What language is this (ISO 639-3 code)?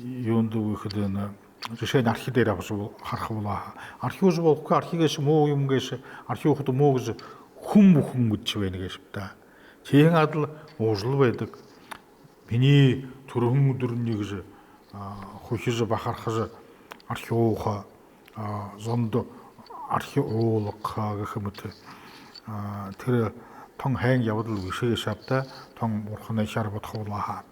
bua